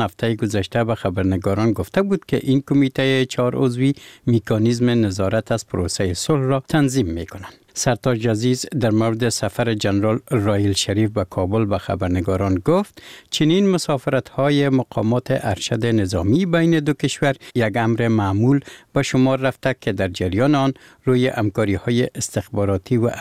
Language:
Persian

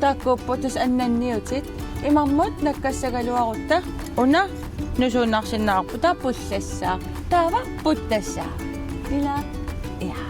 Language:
Kalaallisut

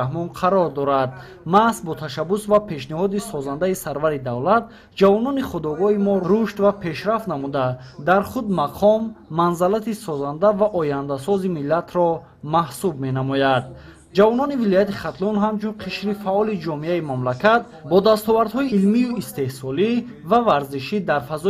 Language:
Tajik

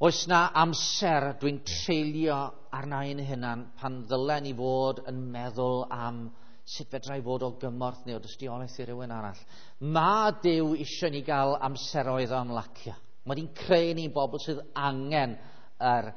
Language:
Welsh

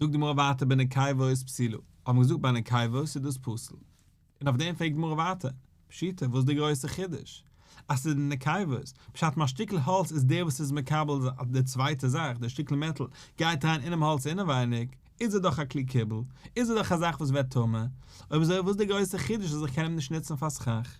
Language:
Yiddish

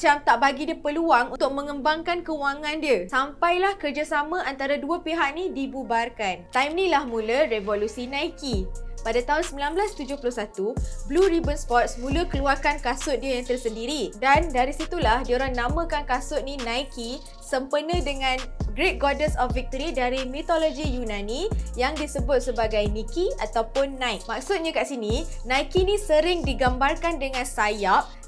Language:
Malay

